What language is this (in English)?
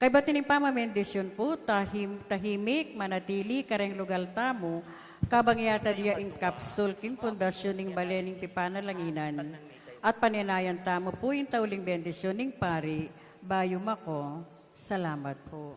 Pampanga